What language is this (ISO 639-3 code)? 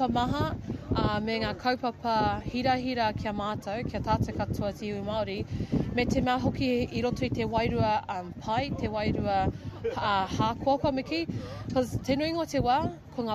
mri